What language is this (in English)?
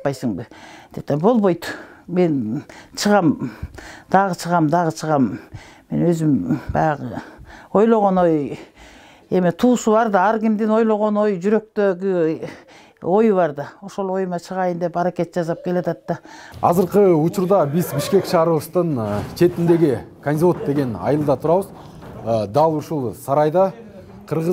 Kyrgyz